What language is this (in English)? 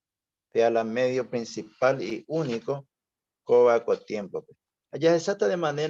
Guarani